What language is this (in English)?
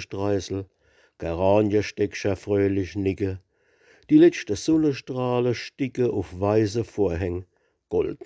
Palatine German